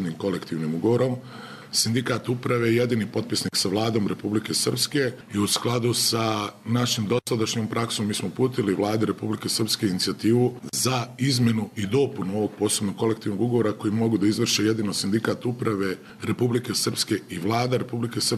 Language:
Bosnian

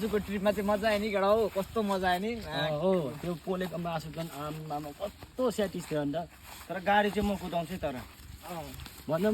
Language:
Nepali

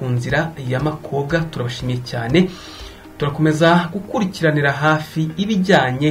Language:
Kinyarwanda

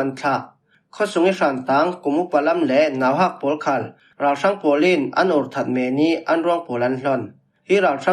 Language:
Falam Chin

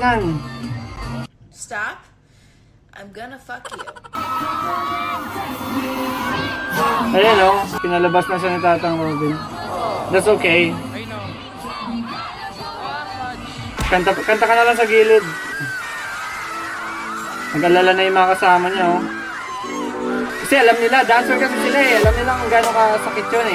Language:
Filipino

